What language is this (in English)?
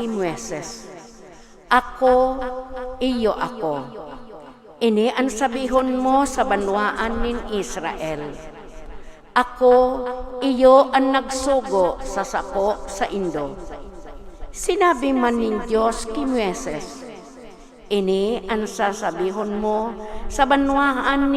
Bikol